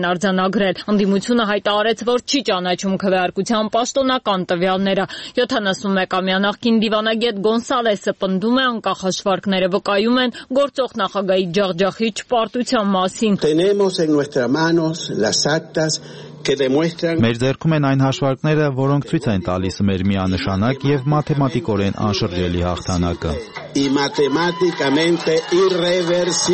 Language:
Armenian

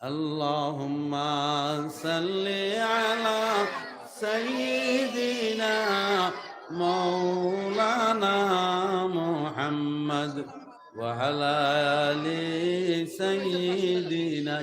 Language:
Sylheti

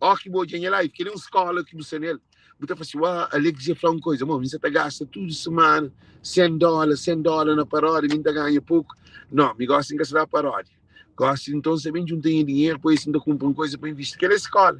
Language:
Kabuverdianu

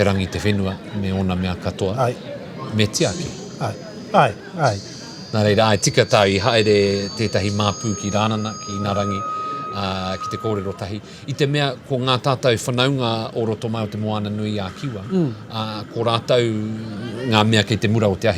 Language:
Māori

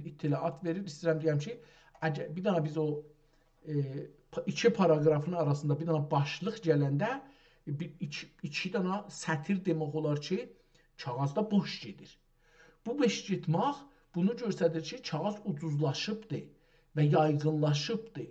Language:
South Azerbaijani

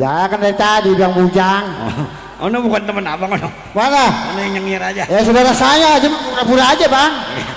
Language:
Betawi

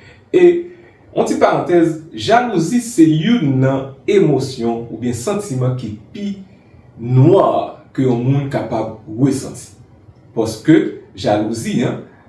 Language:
Haitian Creole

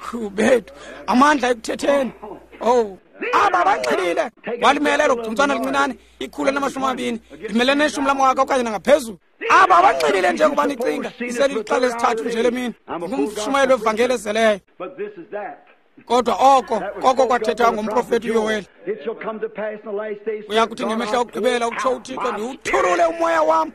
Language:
Xhosa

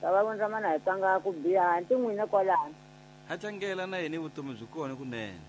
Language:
Tsonga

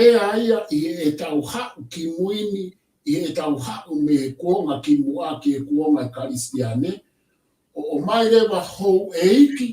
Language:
Tongan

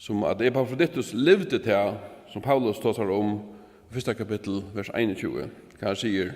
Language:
Faroese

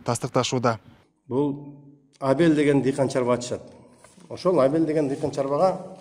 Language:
Kyrgyz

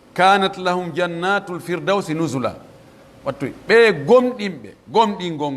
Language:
Pular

